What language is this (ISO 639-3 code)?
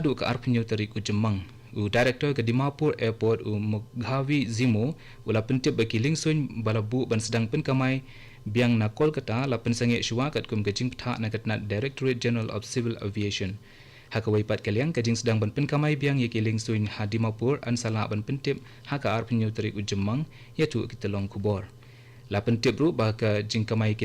kha